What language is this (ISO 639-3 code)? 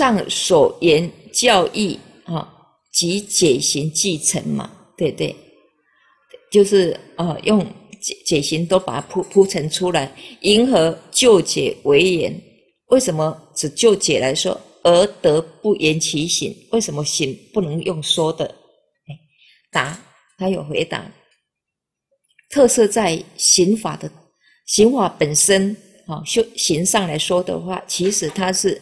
zho